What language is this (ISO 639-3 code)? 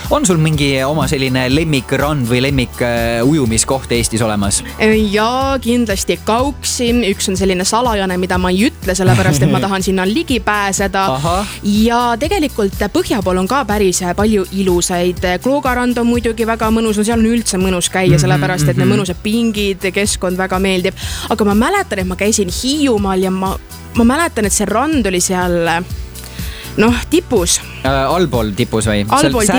est